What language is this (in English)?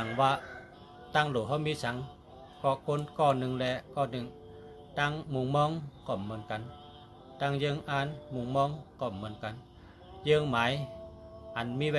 Shan